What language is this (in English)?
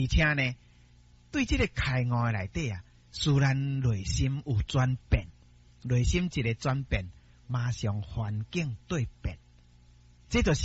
Min Nan Chinese